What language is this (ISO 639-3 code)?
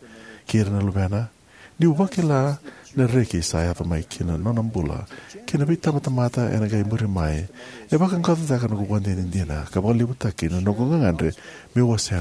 fij